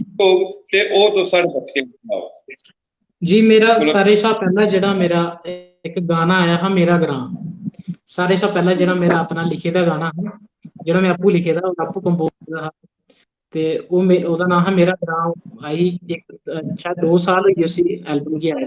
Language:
Dogri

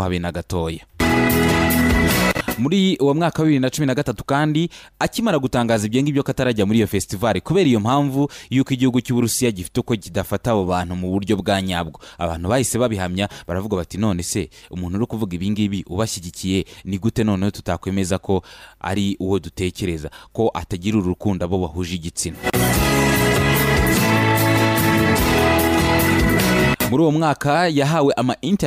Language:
Kinyarwanda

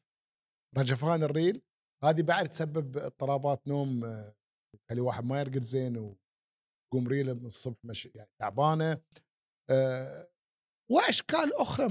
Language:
Gulf Arabic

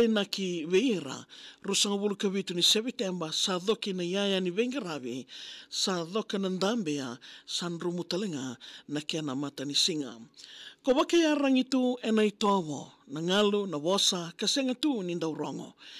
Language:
Fijian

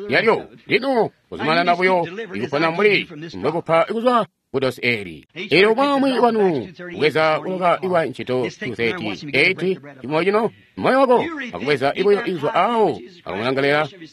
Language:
Tonga (Zambia)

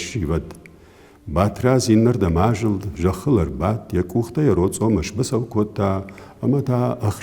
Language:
Ossetic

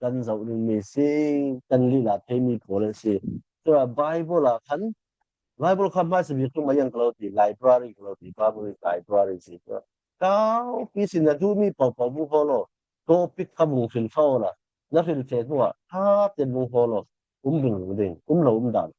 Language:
Falam Chin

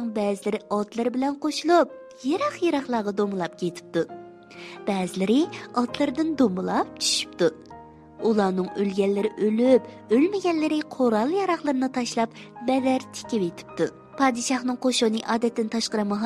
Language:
Uyghur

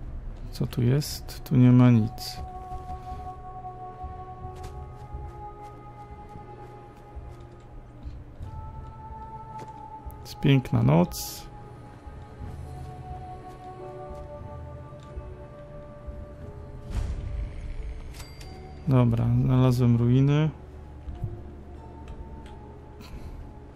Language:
Polish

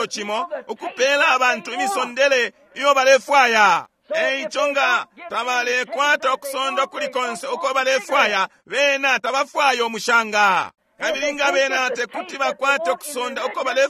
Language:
Bemba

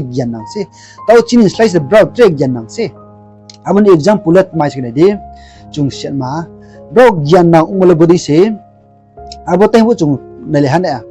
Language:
Riang (India)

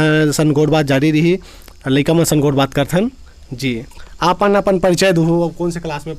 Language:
Chhattisgarhi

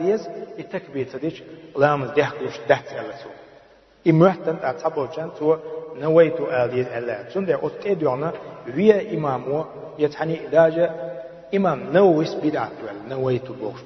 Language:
Chechen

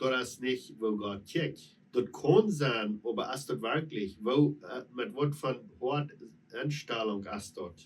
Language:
Plautdietsch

